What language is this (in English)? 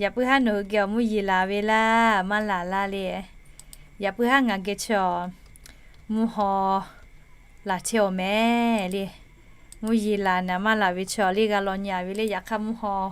Lahu